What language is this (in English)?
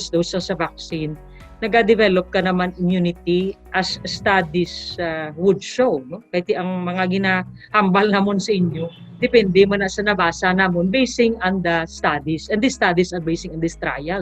Hiligaynon